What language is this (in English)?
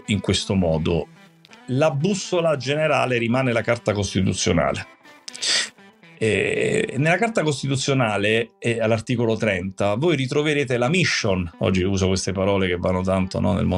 Italian